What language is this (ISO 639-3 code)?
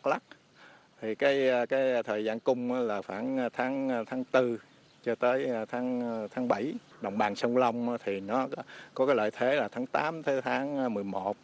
vie